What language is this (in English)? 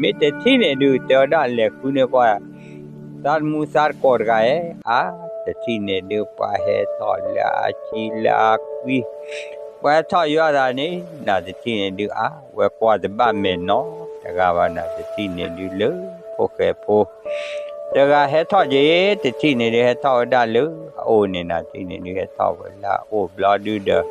S'gaw Karen